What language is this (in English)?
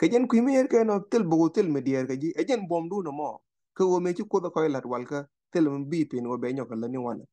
Nuer